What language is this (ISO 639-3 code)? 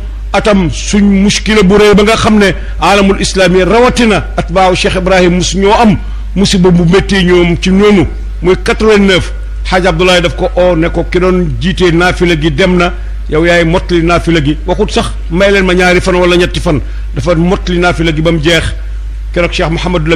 wol